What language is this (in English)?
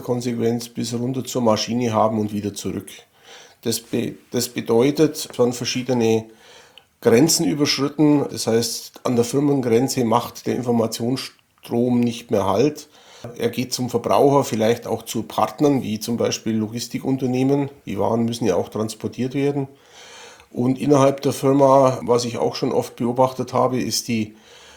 German